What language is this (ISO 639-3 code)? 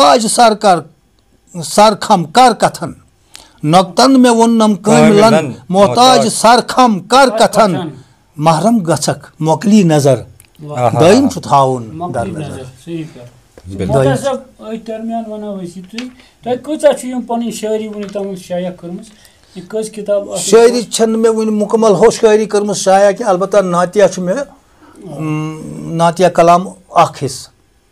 kas